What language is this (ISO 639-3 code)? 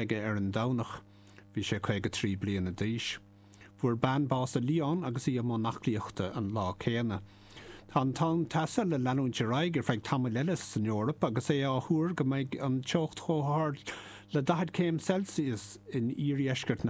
gle